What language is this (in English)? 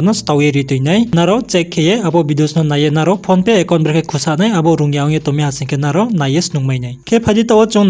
Riang (India)